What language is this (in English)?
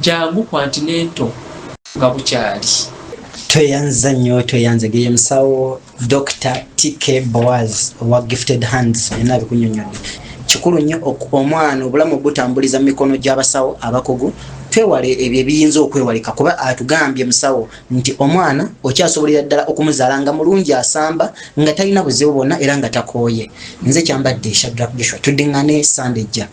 Ganda